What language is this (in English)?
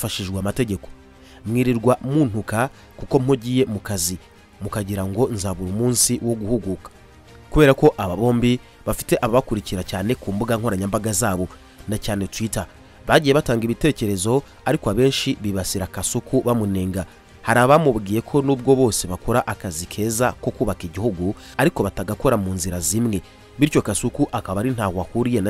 Kinyarwanda